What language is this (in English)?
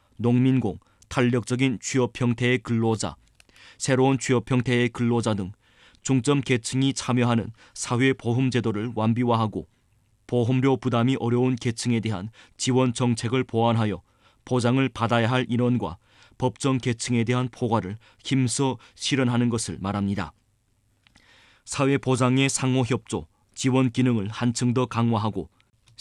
Korean